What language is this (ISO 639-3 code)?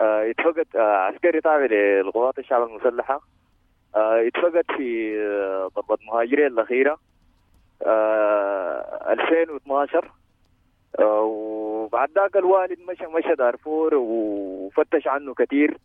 apd